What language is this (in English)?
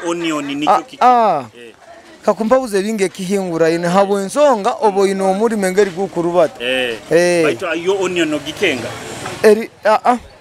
Nyoro